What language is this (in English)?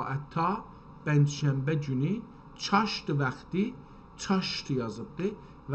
South Azerbaijani